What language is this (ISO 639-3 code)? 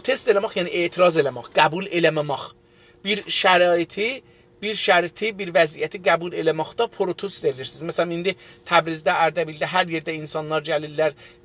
azb